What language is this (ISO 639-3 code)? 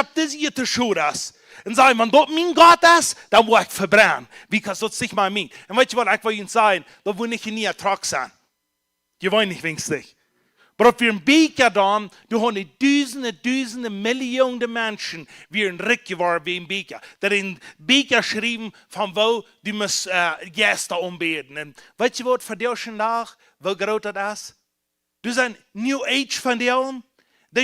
pdt